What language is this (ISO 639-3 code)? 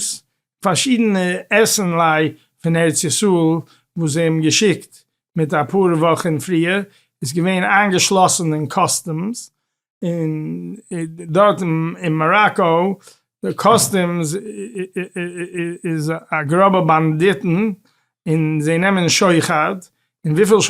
yid